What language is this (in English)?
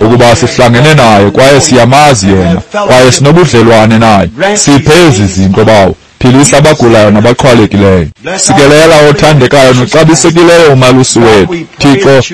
Xhosa